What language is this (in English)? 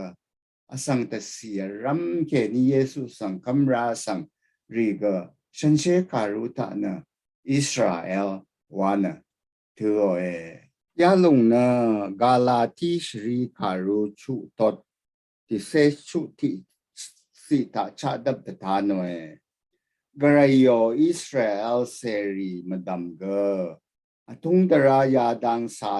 Rawang